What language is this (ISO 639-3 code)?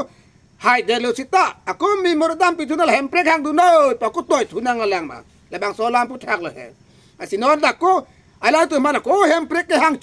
mjw